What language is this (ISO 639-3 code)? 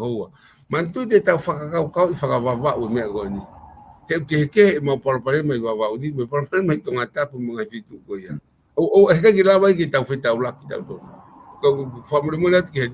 ton